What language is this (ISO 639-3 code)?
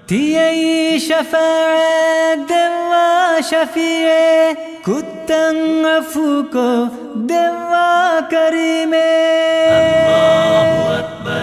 div